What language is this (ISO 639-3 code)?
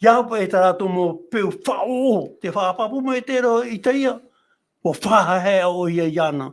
tah